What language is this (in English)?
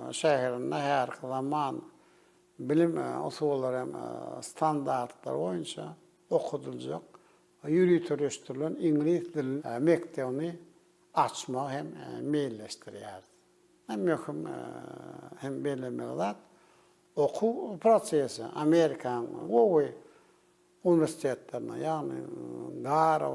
Turkmen